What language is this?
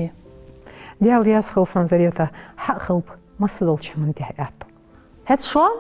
Ingush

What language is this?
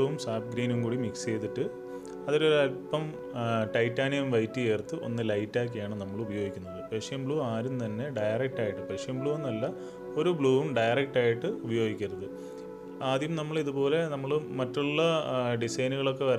Malayalam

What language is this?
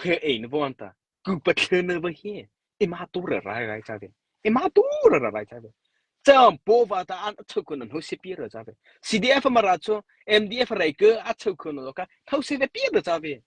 Mara Chin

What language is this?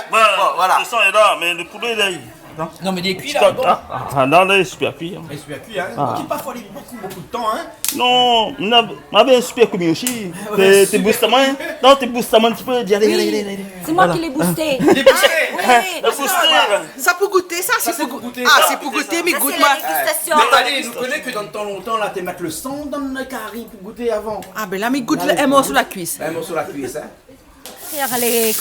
Réunion Creole French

